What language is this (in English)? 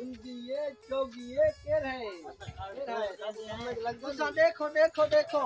Saraiki